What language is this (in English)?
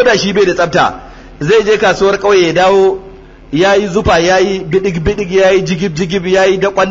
Hausa